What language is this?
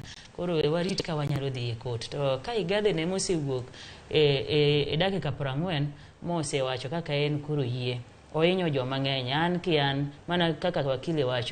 Luo (Kenya and Tanzania)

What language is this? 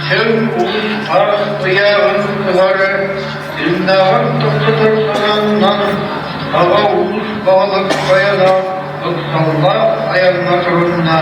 Yakut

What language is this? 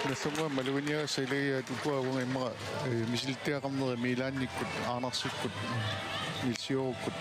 Kalaallisut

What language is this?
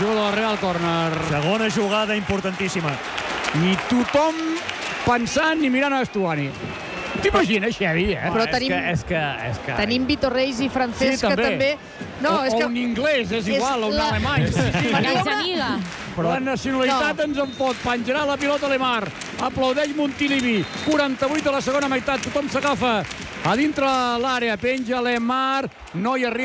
Catalan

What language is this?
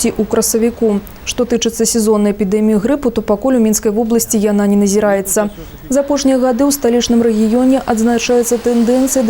Belarusian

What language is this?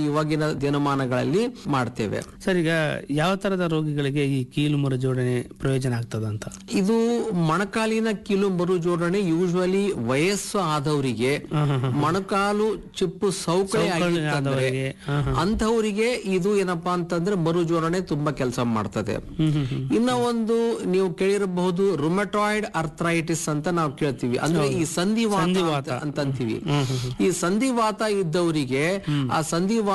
Kannada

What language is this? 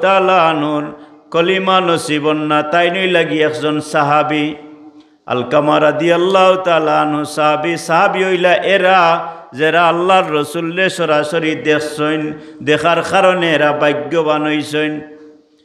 Sylheti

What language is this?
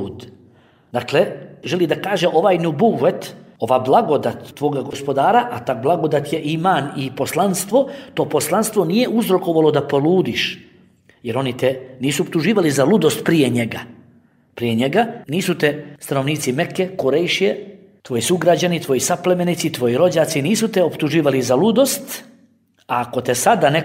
Bosnian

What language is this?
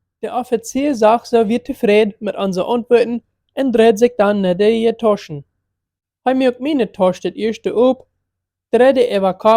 Plautdietsch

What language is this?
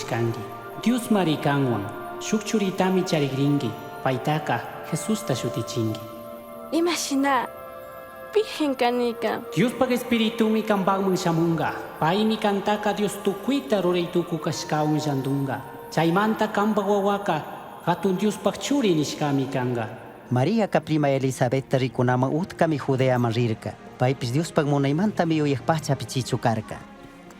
Chimborazo Highland Quichua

